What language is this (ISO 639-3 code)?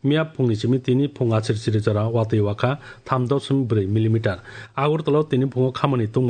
trp